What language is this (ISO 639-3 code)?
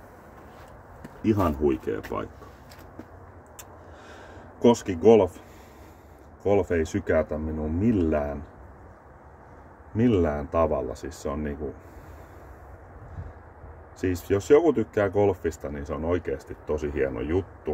fin